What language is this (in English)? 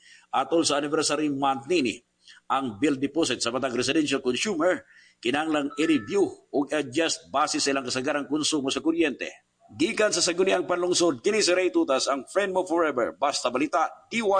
Cebuano